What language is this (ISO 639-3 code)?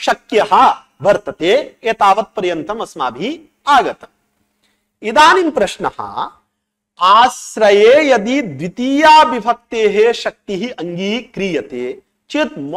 san